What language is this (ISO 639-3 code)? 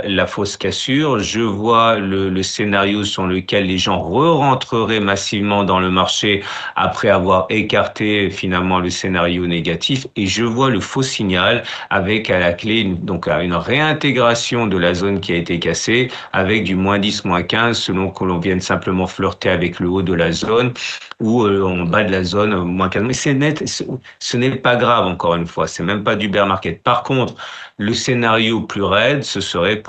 fra